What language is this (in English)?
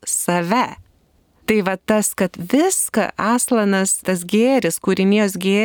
Lithuanian